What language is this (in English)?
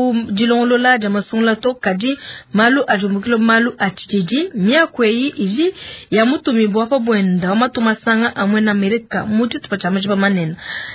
Luba-Lulua